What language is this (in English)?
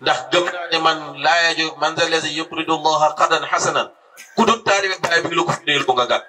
Wolof